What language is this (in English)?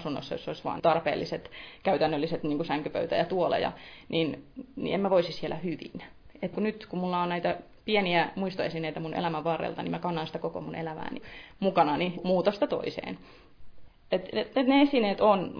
Finnish